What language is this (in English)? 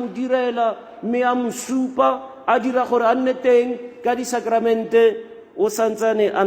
Tswana